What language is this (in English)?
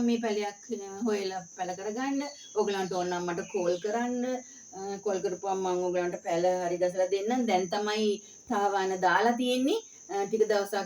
Sinhala